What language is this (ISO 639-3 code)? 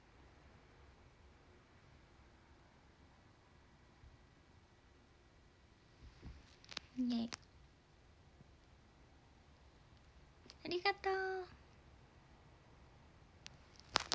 jpn